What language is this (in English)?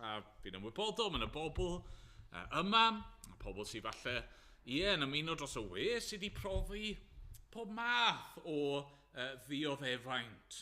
Welsh